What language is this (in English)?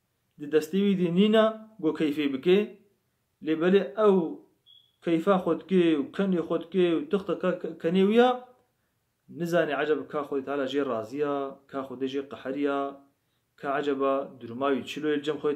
Kurdish